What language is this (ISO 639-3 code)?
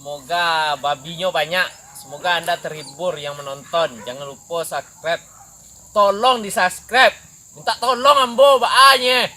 min